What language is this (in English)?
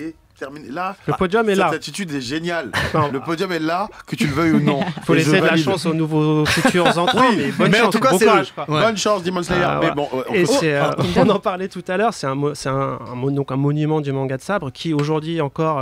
French